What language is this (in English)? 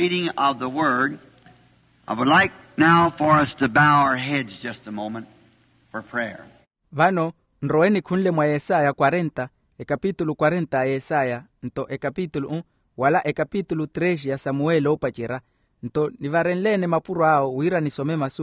Makhuwa